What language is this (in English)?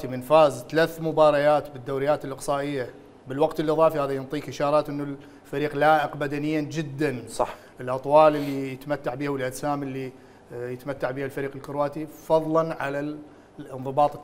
Mesopotamian Arabic